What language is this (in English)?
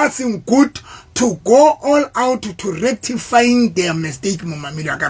Southern Sotho